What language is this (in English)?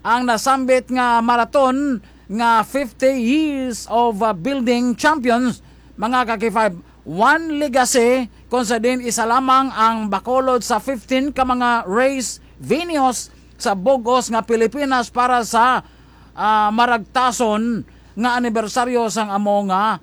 Hiligaynon